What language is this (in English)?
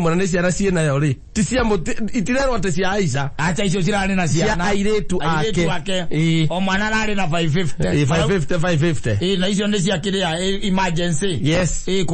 Kikuyu